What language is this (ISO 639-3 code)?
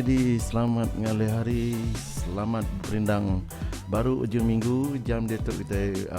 iba